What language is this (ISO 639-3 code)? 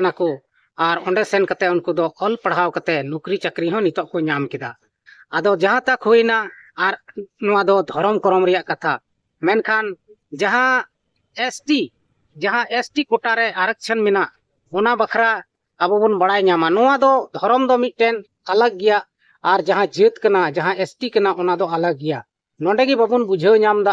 sat